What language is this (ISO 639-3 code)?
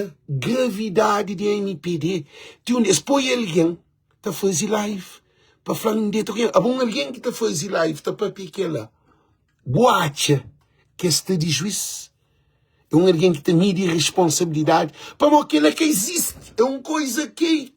kea